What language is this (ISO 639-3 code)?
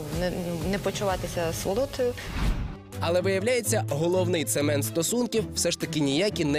ukr